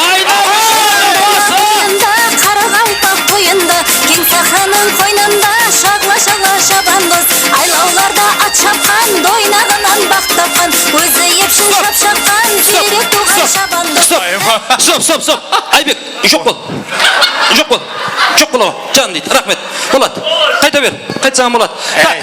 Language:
Kara-Kalpak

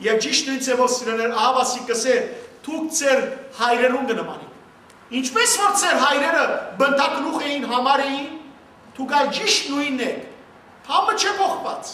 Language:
Western Armenian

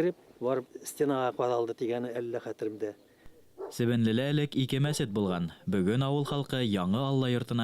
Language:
Bashkir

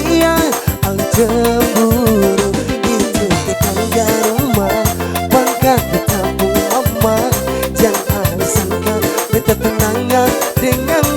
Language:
Ambonese Malay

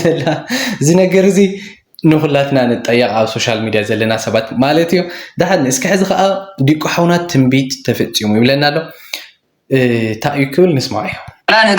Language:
Tigrinya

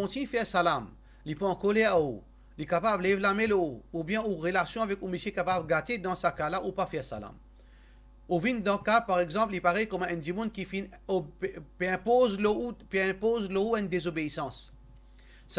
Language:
Morisyen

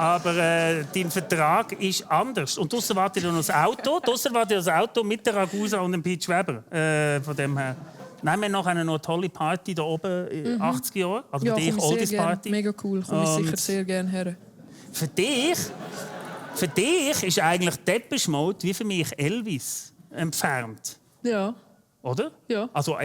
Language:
Swiss German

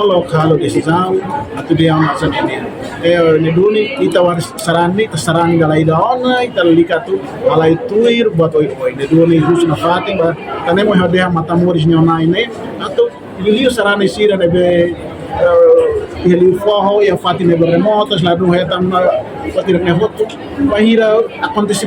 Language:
Tetum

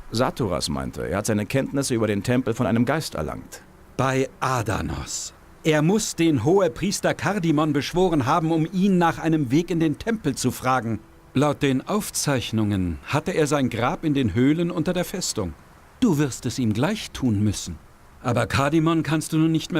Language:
Bavarian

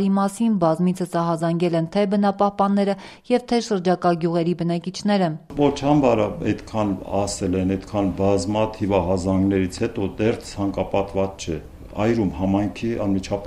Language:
Armenian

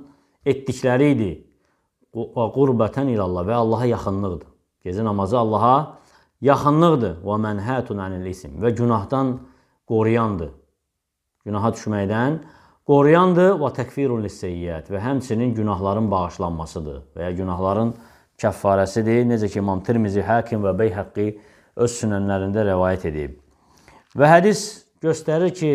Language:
Azerbaijani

